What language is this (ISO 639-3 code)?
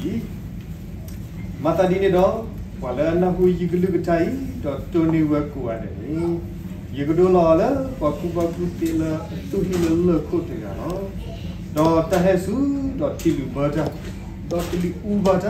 ksw